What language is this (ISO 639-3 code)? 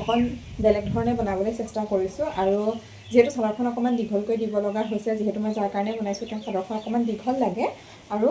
asm